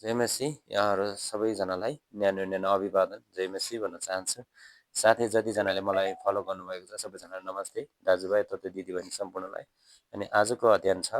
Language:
Nepali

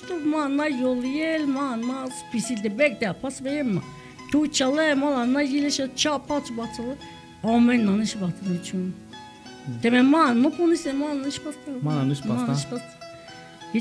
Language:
Tzeltal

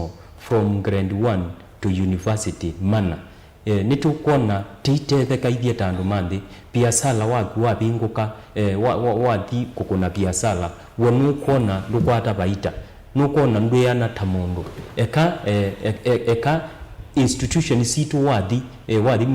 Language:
Kamba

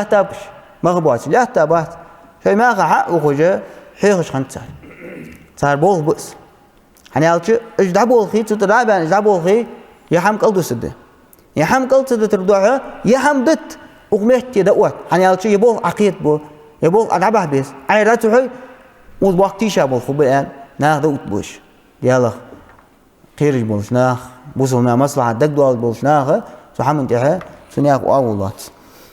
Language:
Ingush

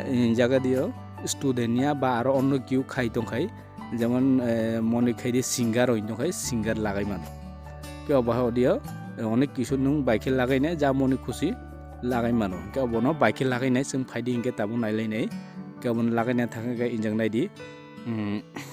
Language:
Kok Borok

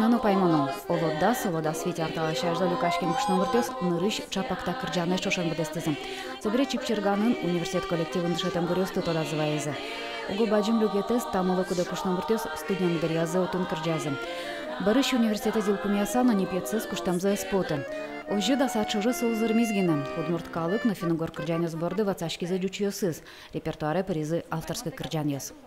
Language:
Udmurt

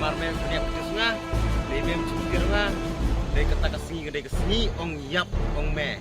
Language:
Khasi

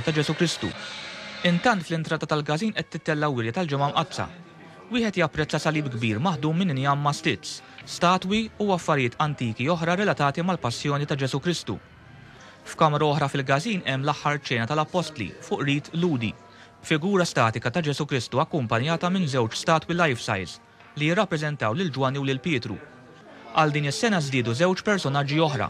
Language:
Maltese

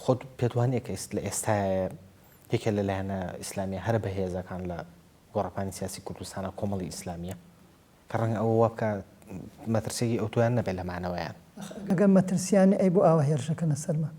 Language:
Central Kurdish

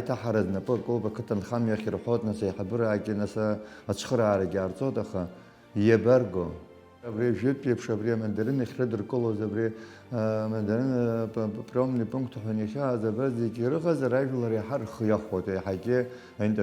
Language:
Abkhazian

